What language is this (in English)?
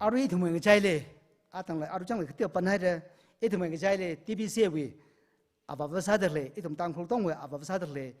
Tangkhul Naga (India)